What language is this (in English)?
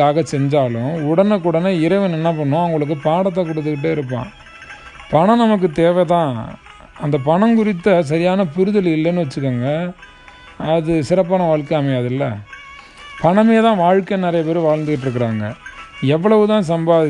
Tamil